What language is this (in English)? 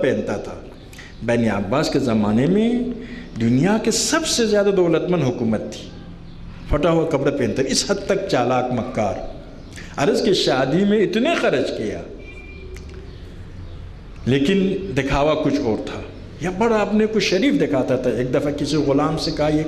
Urdu